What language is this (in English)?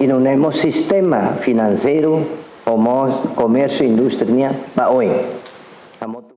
Tetum